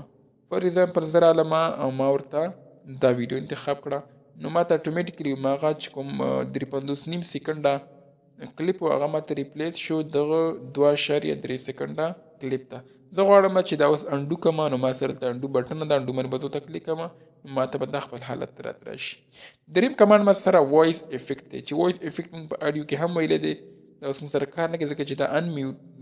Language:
Pashto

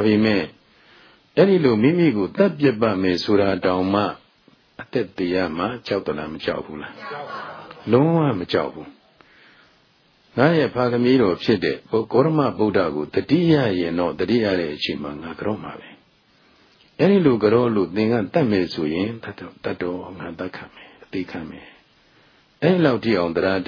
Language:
Burmese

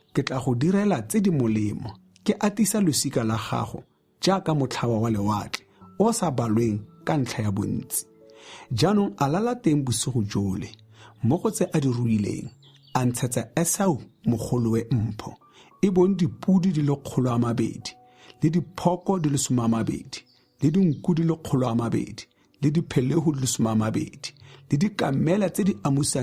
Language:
Tswana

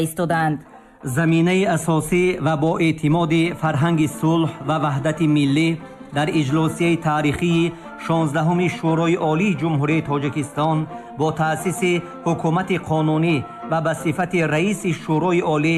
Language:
Tajik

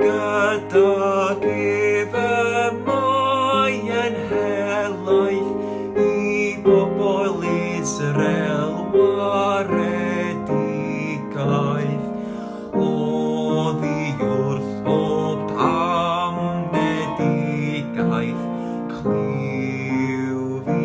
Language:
Welsh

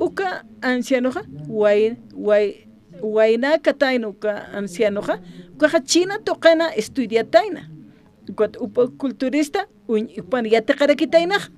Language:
Aymara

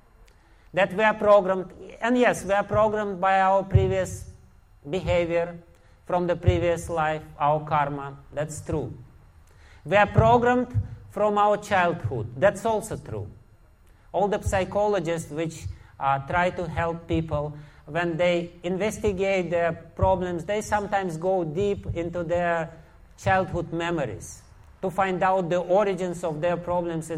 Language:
English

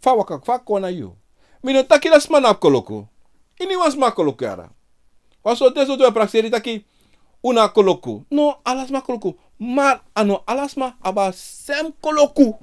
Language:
Sranan Tongo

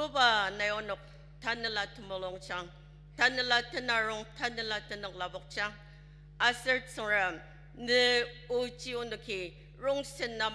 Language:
Ao Naga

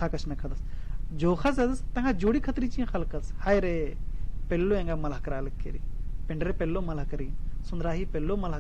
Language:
Kurukh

